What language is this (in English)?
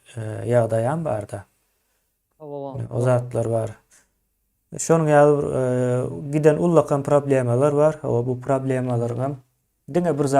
Turkmen